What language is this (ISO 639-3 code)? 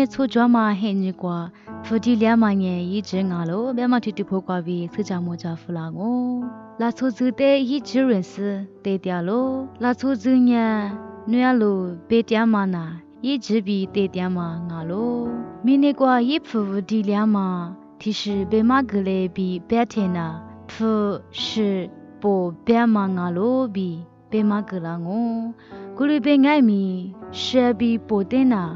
lis